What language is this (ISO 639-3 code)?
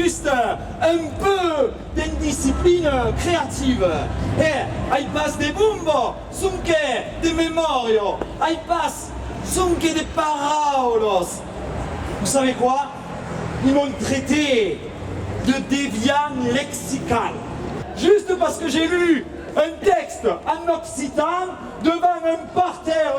oci